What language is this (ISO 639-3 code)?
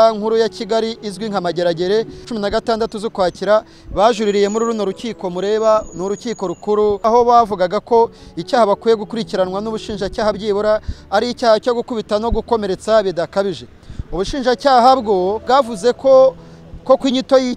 kin